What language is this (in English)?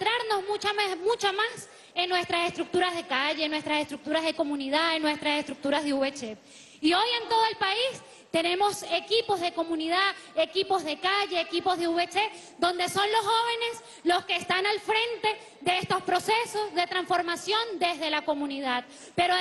Spanish